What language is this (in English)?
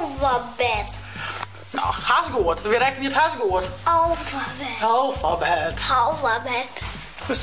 Western Frisian